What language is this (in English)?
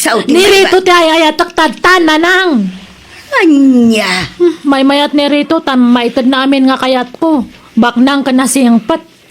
Iloko